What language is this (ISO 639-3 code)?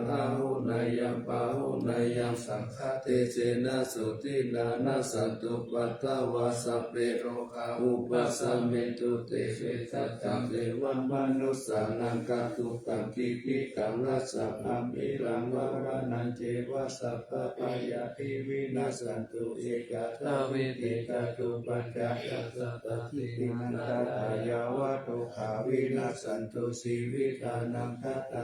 pli